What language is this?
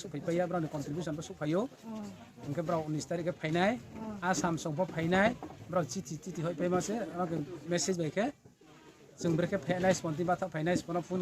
Riang (India)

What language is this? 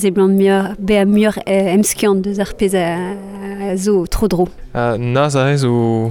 Breton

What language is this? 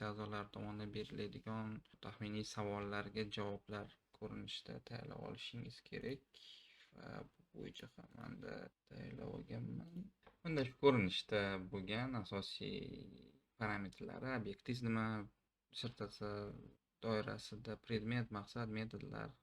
Uzbek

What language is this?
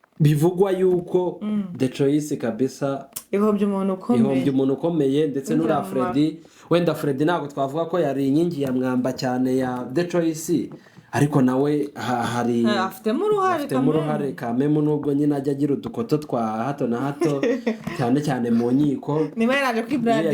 Kinyarwanda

